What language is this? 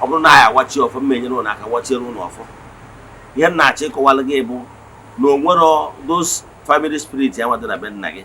Igbo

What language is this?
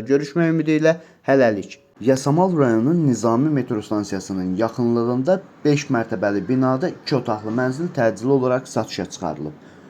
Azerbaijani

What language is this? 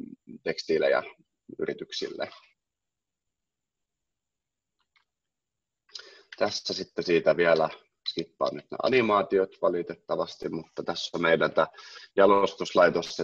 Finnish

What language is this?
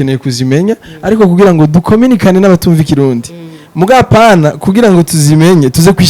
Rundi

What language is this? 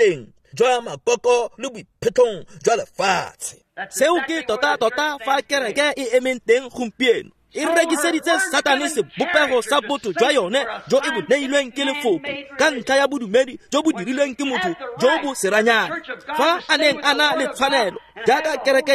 Tswana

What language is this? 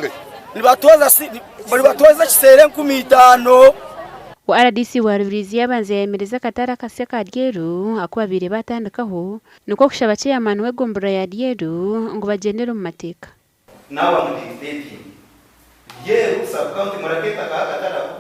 Nyankole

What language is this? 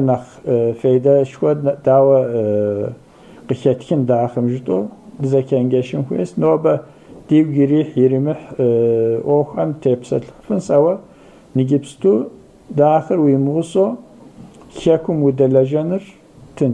Kabardian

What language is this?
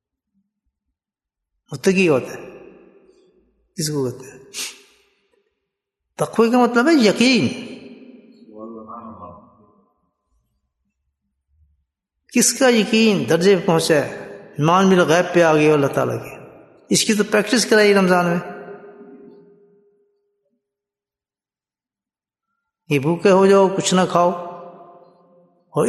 Urdu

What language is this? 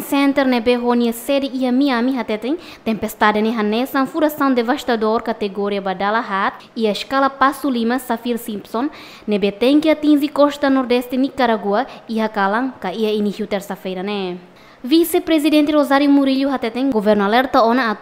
Tetum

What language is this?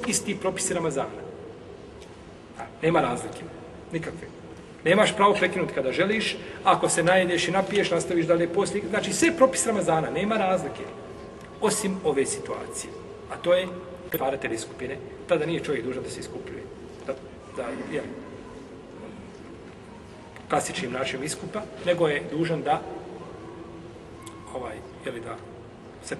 Bosnian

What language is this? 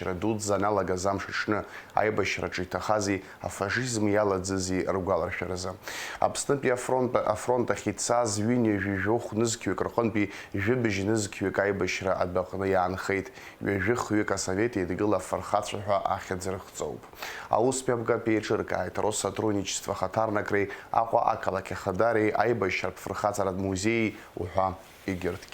Abkhazian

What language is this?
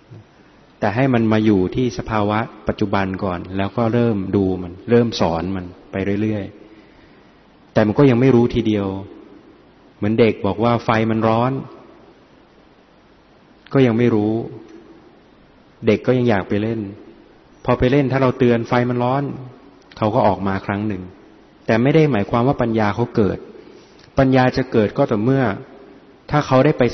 Thai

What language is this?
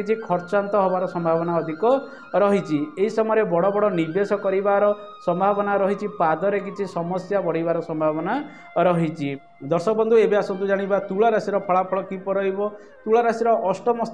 Odia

